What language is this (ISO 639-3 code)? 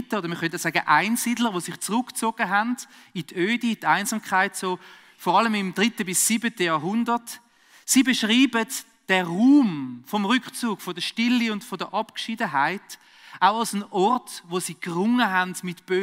gsw